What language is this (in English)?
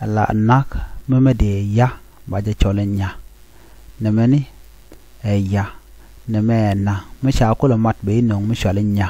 Nuer